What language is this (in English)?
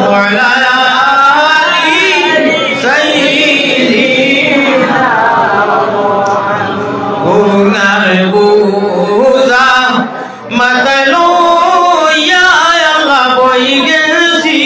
Sylheti